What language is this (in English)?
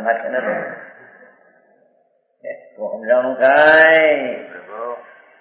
Gujarati